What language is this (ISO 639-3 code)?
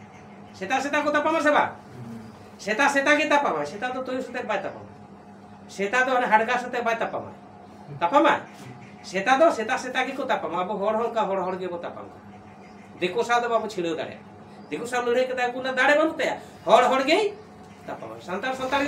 sat